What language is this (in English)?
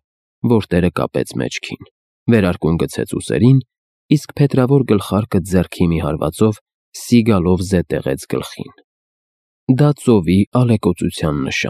Armenian